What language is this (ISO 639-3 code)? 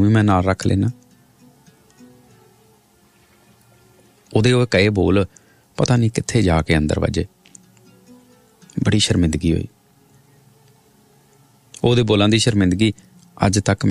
pan